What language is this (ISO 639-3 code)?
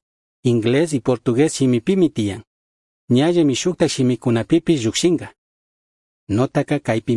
qug